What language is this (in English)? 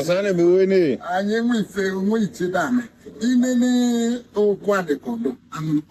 Igbo